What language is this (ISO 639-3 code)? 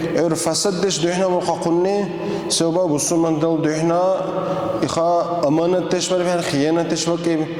dar